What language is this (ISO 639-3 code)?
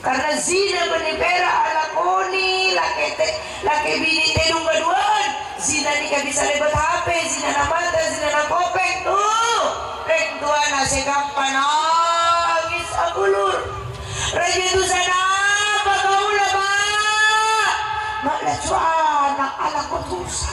mad